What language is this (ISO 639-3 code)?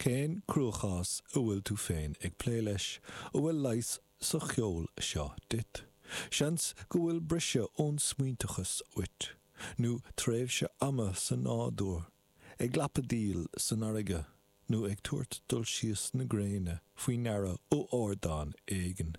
gle